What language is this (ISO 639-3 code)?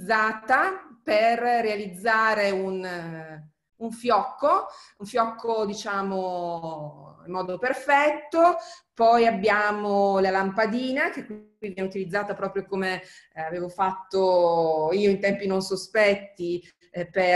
ita